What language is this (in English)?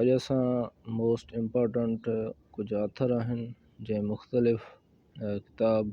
Sindhi